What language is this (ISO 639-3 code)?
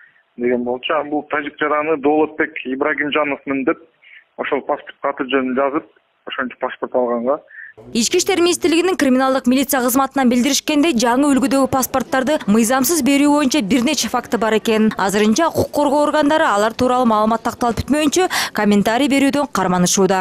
kir